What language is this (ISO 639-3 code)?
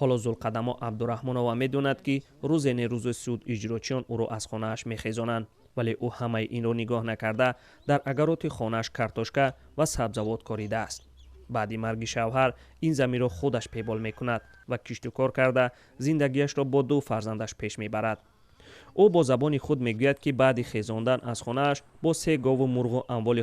tgk